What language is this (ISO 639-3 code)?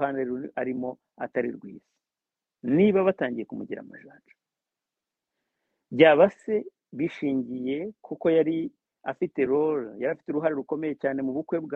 kin